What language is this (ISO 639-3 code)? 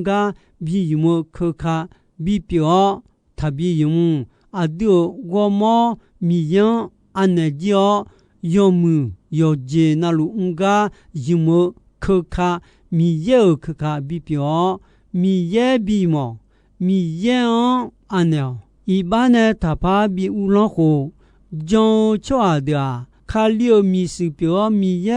ahk